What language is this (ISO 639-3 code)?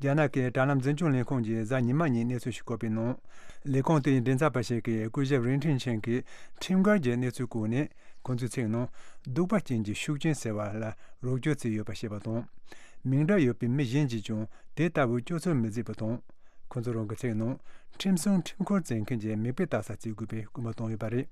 bod